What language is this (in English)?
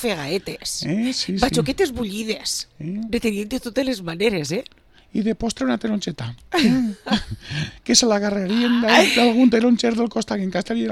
Catalan